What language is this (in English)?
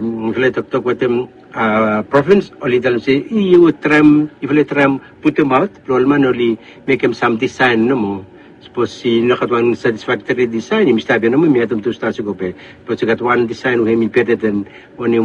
Bislama